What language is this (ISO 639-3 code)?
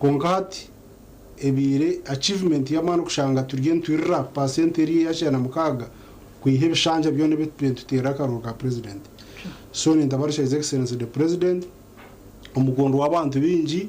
nyn